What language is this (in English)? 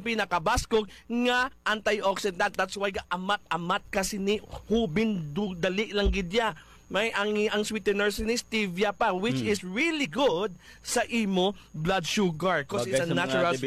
Hiligaynon